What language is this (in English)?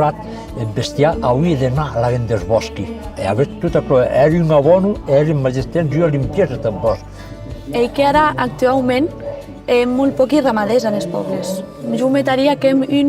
Occitan